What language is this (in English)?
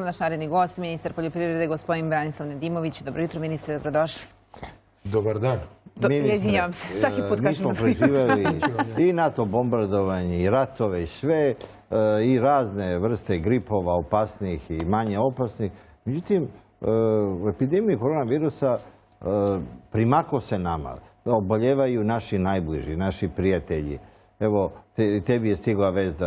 Serbian